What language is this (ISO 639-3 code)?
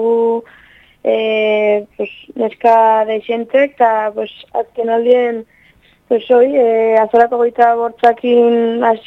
eus